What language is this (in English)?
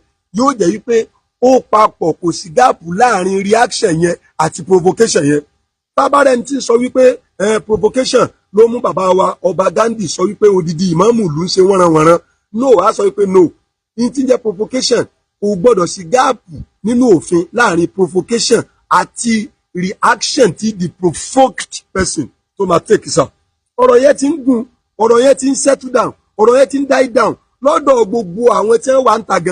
Yoruba